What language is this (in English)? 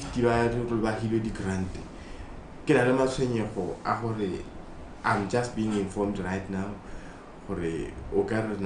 Tswana